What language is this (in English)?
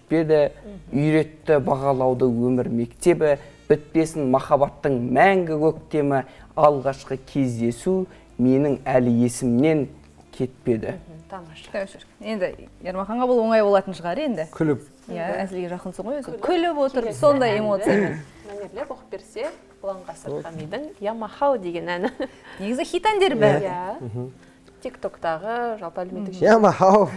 Kazakh